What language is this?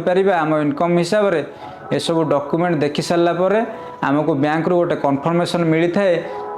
Odia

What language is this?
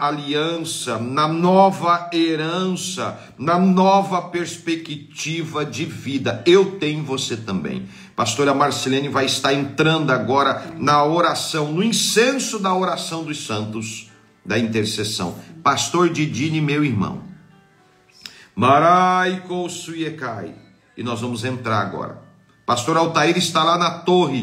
Portuguese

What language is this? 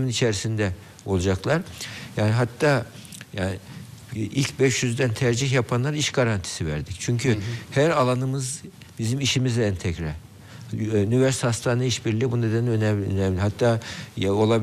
Turkish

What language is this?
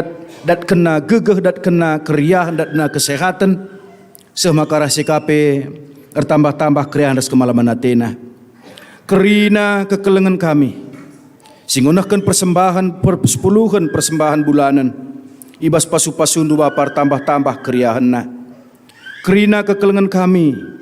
Batak Karo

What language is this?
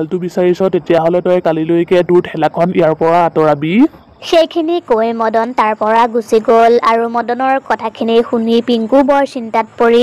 Assamese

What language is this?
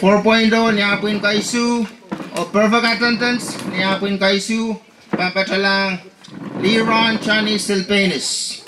Pohnpeian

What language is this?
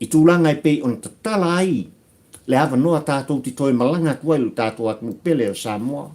Samoan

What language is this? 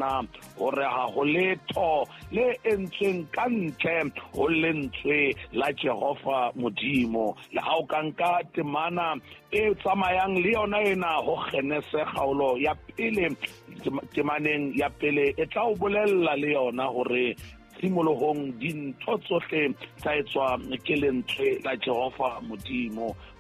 Southern Sotho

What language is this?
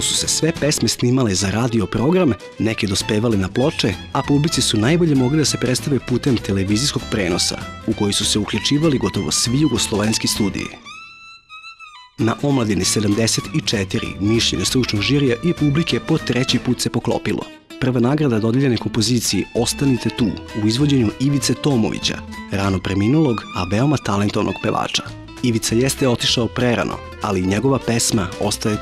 Serbian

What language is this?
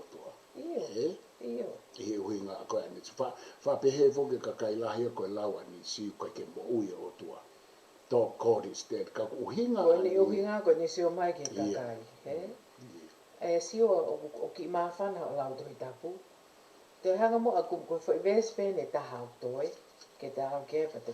Tongan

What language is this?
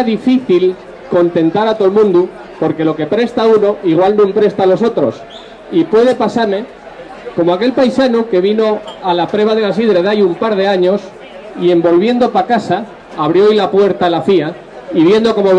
Asturian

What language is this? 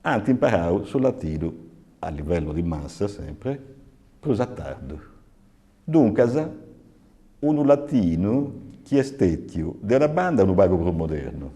Sardinian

